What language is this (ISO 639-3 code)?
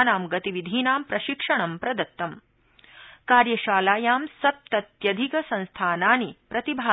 san